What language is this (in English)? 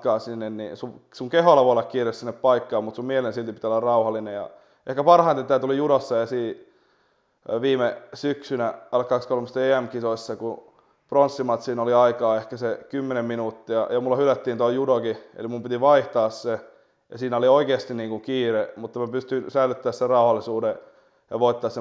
Finnish